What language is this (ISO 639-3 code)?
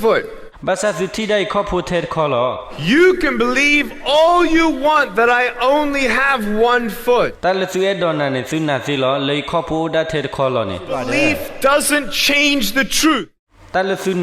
ksw